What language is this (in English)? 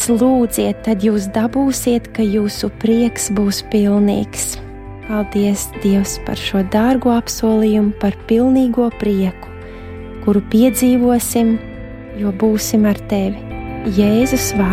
Latvian